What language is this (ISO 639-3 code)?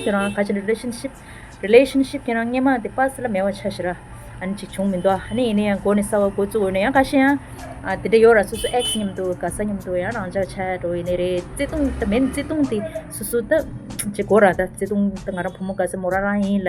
bod